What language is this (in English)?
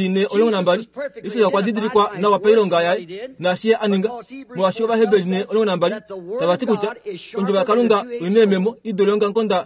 Kuanyama